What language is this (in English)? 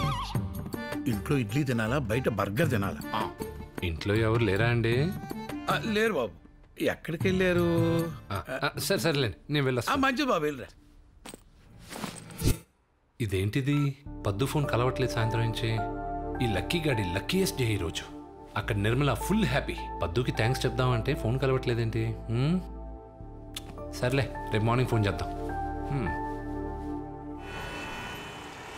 Telugu